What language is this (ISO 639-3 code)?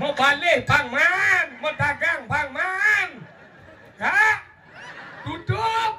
ban